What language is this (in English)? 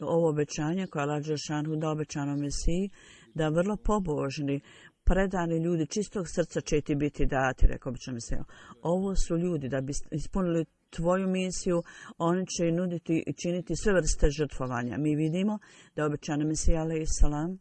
Bosnian